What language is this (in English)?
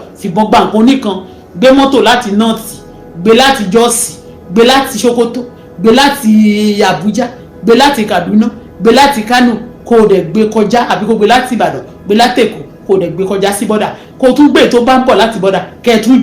Yoruba